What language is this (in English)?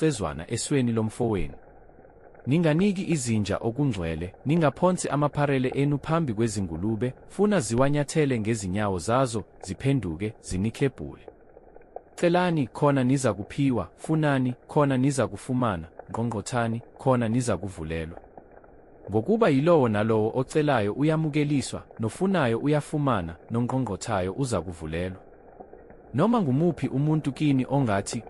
Zulu